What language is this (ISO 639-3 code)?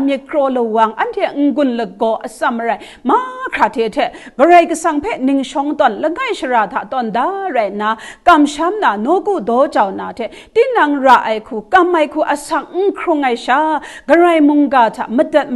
kac